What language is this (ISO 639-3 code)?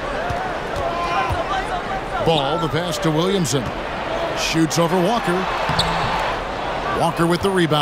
eng